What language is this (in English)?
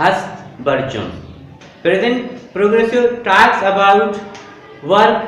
Baluchi